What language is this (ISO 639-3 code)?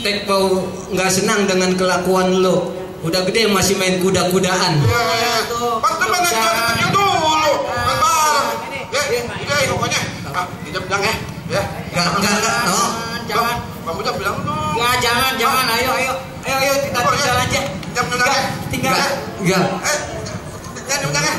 bew